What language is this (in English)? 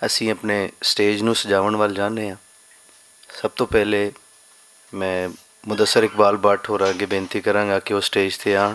Western Panjabi